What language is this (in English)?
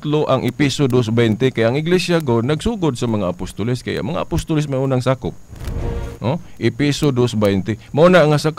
Cebuano